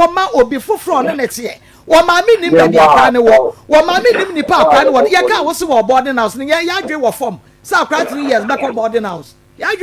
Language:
Akan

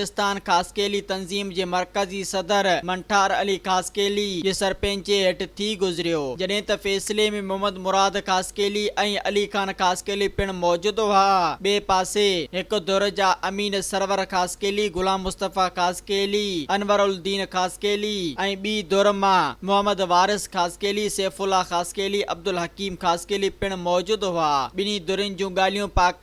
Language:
Sindhi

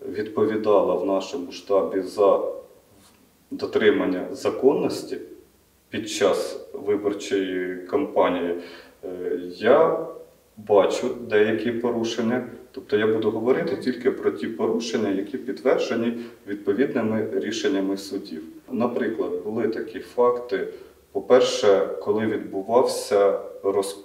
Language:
Ukrainian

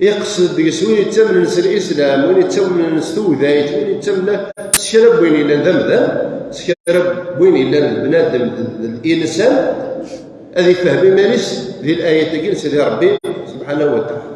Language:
Kabyle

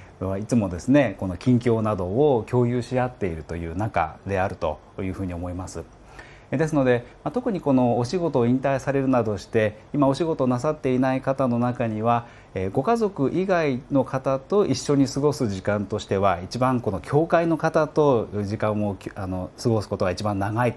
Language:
Japanese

